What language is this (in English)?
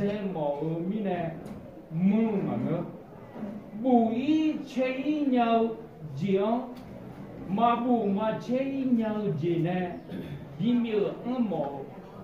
Akha